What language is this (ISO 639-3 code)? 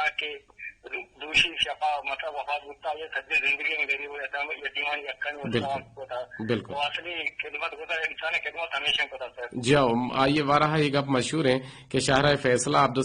bgp